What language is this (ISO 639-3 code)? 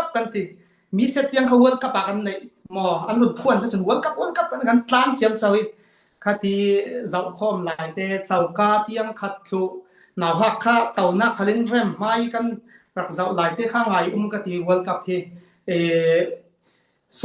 cfm